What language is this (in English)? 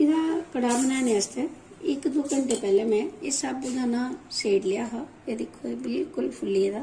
Dogri